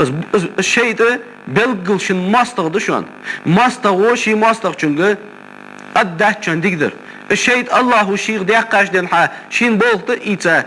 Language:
Ingush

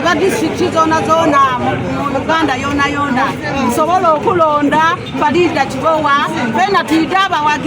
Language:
Ganda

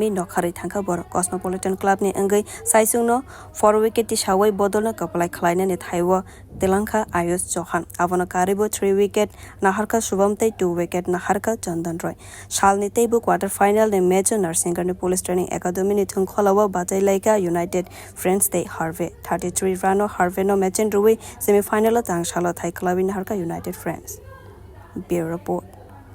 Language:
Kok Borok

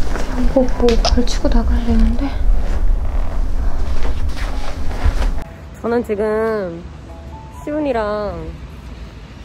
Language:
Korean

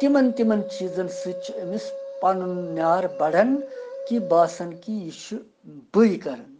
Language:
Kashmiri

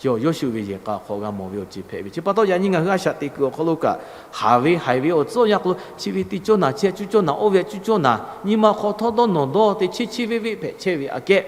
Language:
Lahu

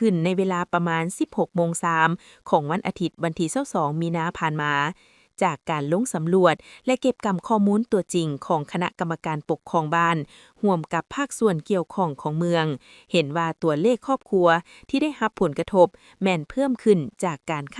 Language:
Lao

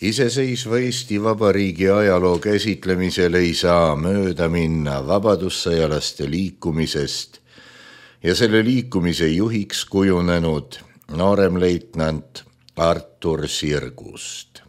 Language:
Estonian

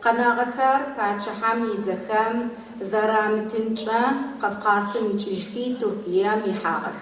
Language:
Adyghe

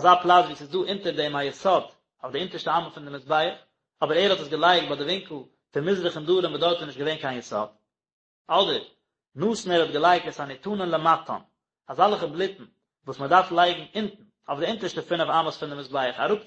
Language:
Yiddish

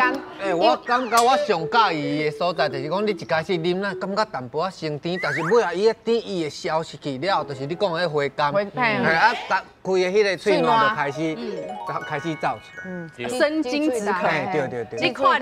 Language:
Min Nan Chinese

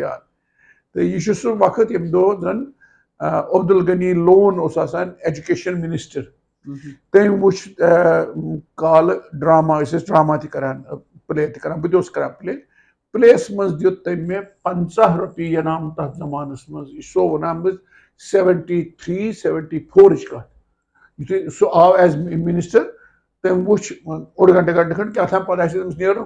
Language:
Kashmiri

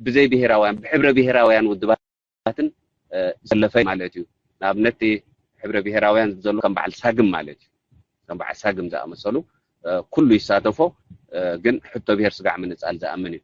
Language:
Tigrinya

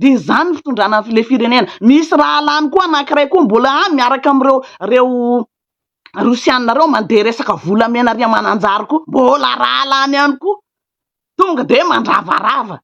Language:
Malagasy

